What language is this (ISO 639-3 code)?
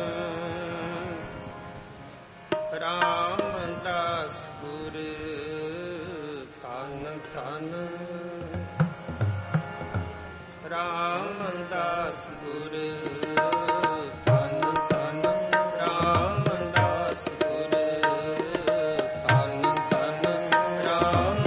pan